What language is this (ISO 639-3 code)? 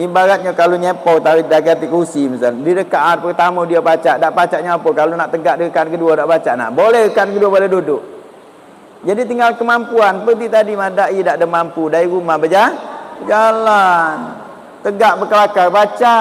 mui